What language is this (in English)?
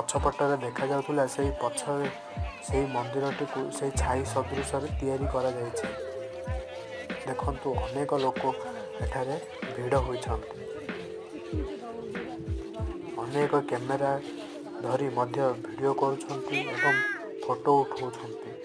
Odia